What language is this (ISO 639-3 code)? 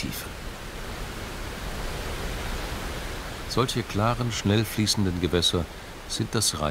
deu